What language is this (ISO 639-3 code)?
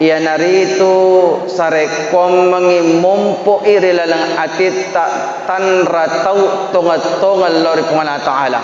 bug